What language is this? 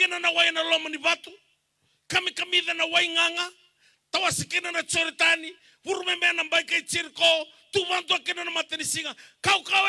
Fijian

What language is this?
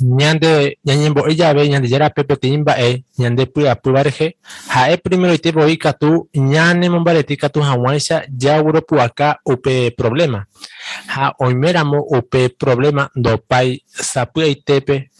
Guarani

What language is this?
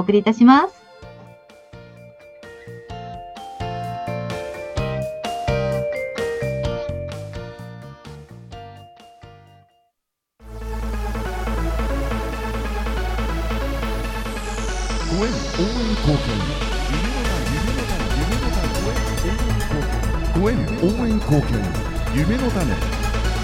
Japanese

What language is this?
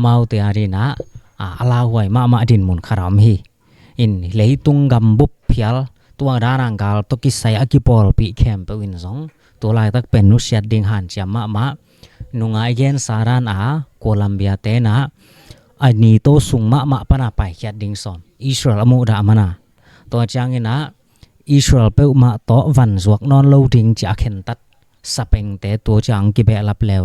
Tedim Chin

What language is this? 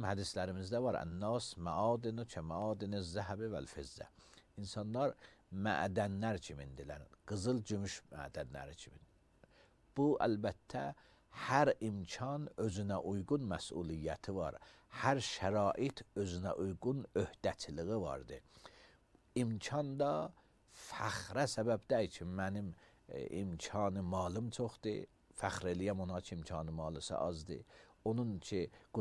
Azerbaijani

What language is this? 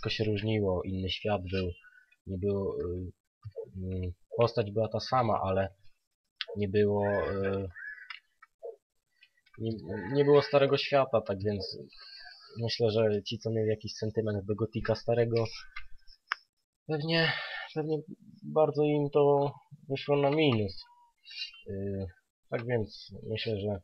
Polish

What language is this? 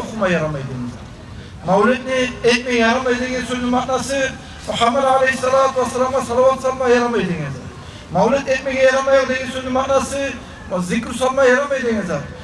Kumyk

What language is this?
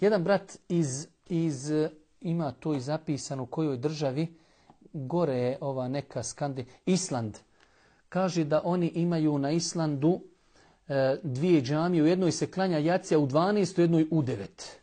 Bosnian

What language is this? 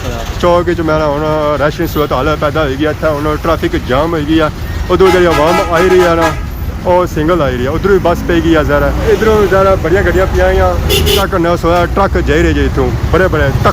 Pahari-Potwari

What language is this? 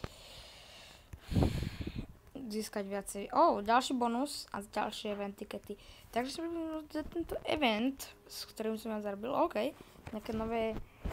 Slovak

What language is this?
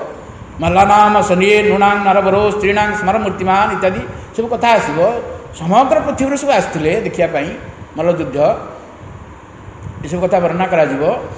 Odia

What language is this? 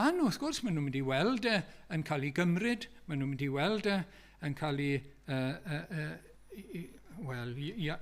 Welsh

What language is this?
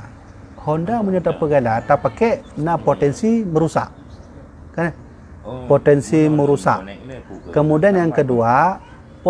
Achinese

